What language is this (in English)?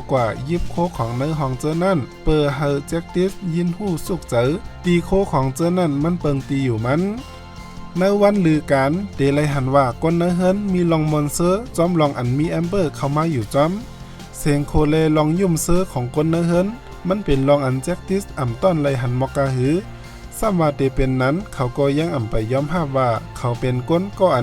Shan